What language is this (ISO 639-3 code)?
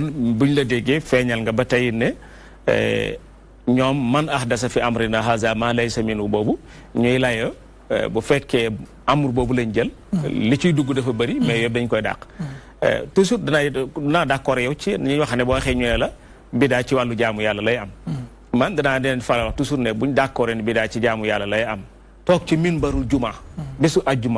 wol